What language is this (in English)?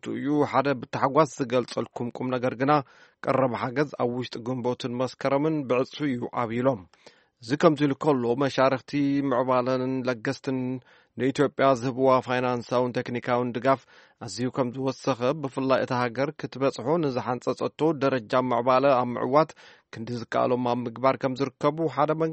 Tigrinya